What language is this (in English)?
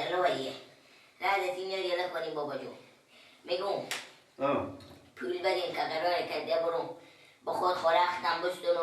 Persian